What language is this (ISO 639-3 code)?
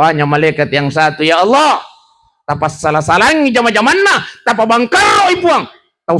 bug